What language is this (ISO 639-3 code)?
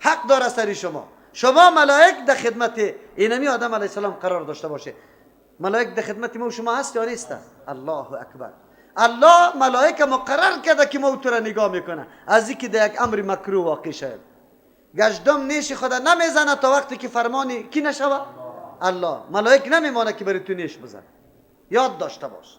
fas